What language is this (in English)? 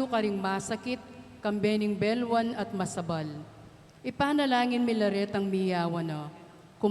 Pampanga